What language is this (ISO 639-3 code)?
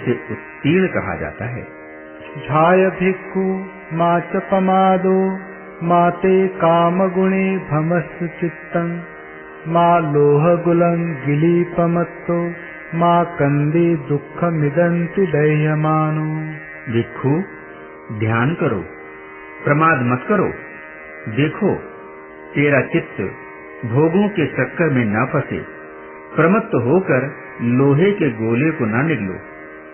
hin